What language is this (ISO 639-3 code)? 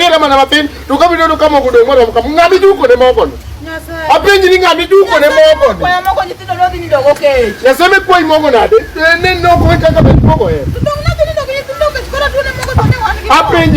luo